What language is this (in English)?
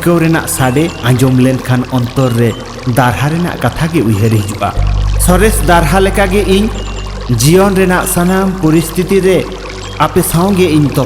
Santali